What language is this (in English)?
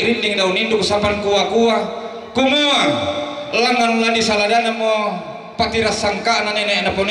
Toraja-Sa'dan